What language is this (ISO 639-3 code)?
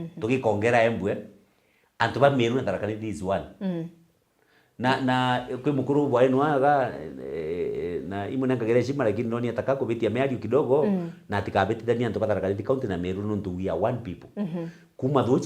mer